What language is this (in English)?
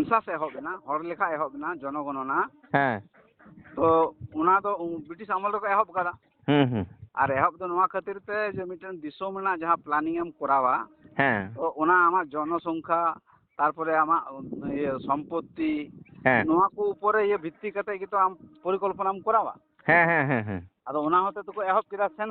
Santali